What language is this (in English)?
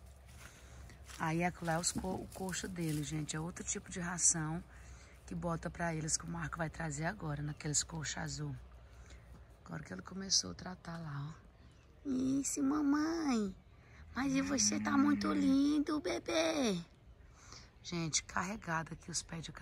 Portuguese